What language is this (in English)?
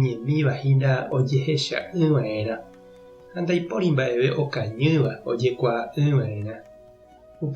Guarani